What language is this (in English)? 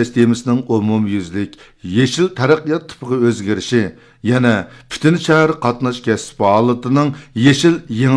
Uyghur